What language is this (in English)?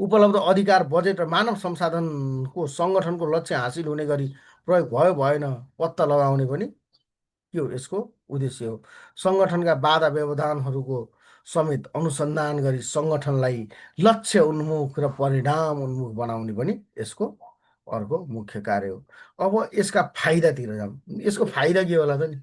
Nepali